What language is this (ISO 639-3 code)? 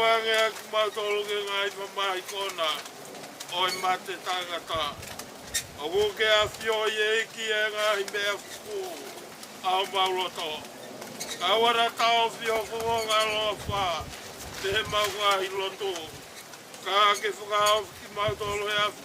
ton